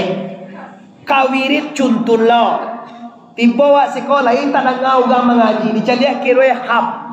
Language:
Minangkabau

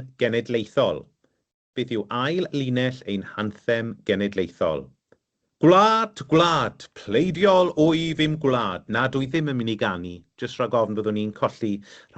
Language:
Welsh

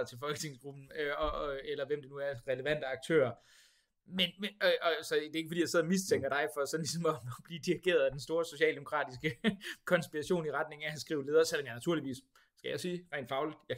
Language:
Danish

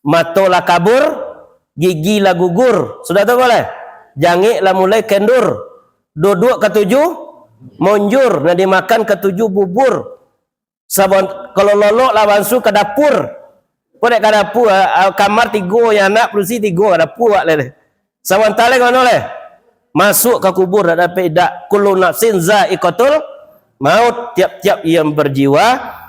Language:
Minangkabau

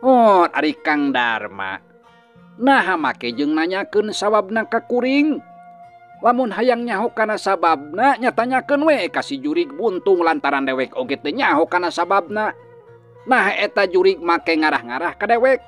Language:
Sundanese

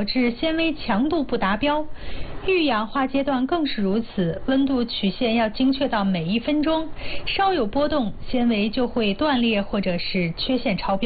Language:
Chinese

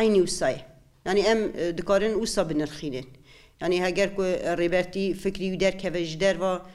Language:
Kurdish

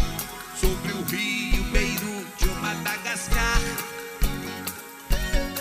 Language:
Portuguese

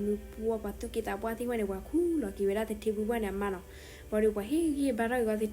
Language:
S'gaw Karen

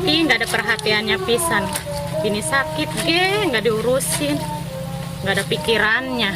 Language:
Betawi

